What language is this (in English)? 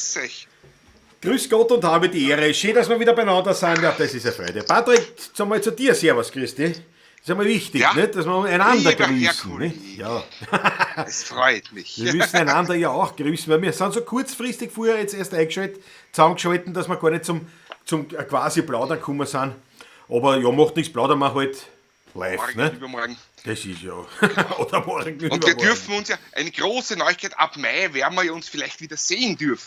Bavarian